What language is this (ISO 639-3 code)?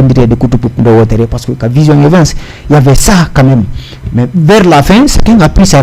ful